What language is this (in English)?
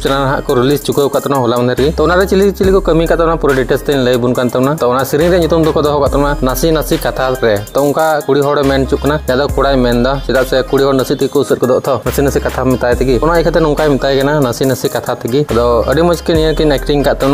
Santali